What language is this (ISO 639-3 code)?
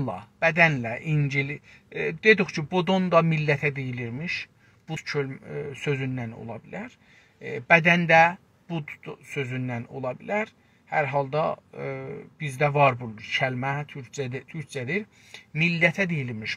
azb